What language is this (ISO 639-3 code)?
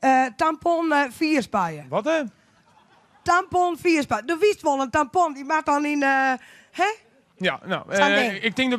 fry